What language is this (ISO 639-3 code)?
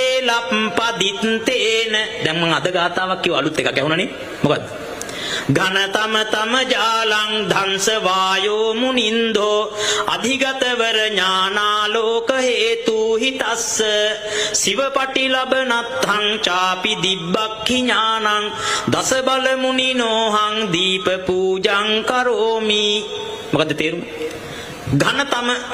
sin